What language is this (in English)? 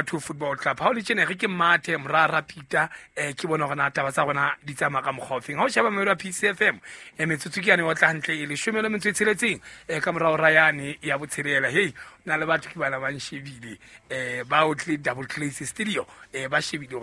Southern Sotho